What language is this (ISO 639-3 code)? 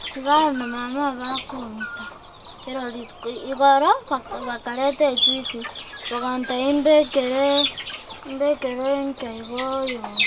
guz